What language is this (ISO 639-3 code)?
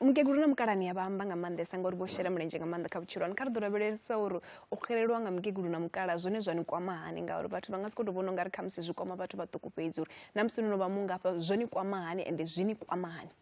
ven